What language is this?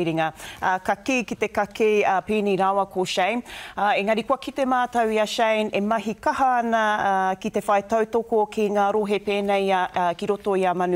Māori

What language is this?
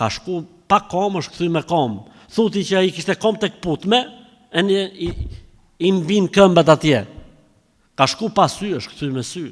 Albanian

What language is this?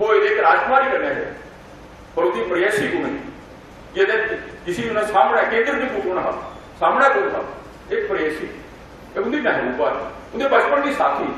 Dogri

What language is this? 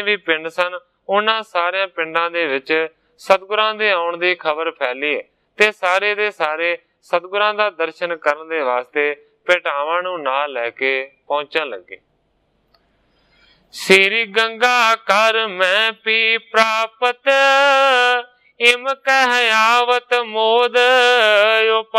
Punjabi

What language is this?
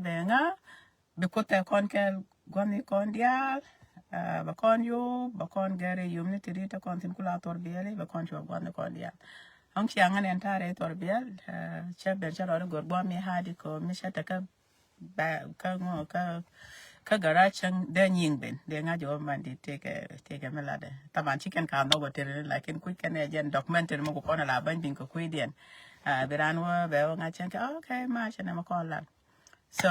Nuer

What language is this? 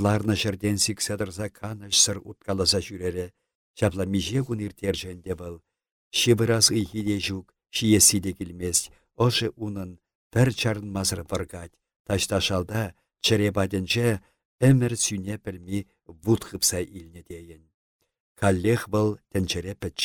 Chuvash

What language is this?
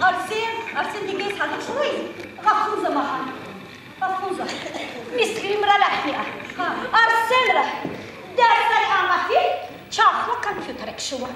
Tabassaran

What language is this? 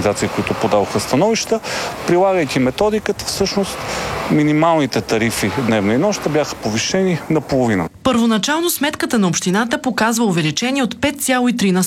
Bulgarian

